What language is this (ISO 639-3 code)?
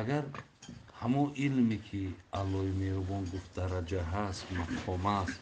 tgk